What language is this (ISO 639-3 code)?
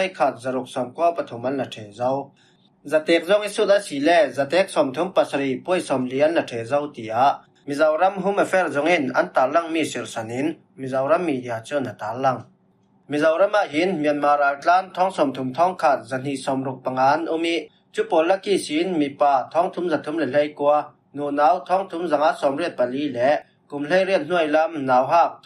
cfm